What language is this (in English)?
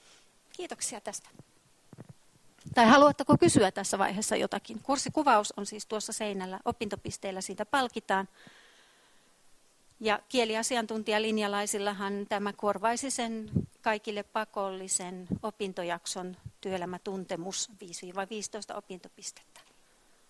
Finnish